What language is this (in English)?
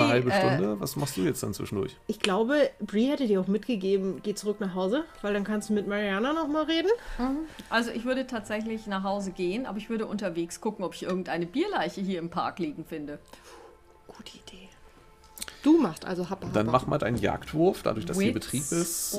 German